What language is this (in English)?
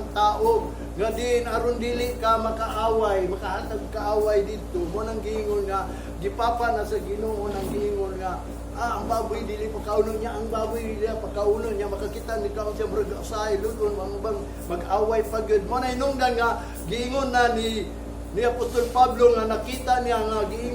Cebuano